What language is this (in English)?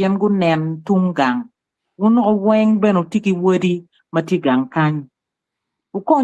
Acoli